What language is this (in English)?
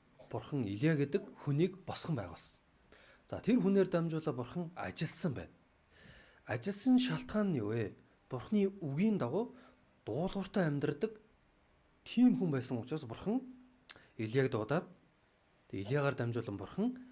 Mongolian